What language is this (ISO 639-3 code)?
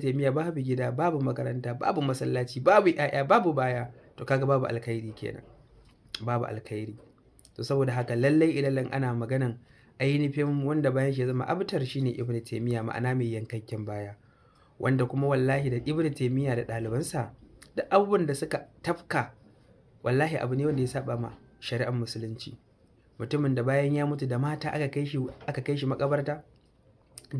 hau